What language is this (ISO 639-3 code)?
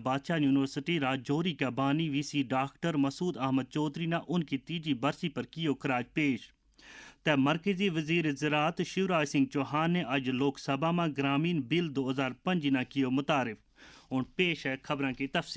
gju